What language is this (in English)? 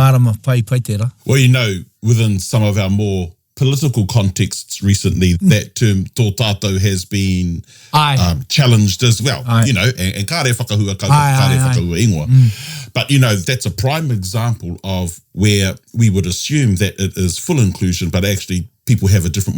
Māori